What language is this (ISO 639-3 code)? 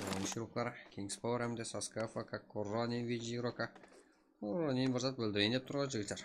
kaa